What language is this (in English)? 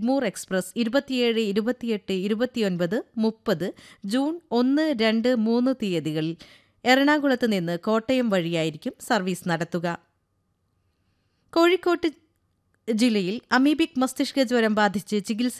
Malayalam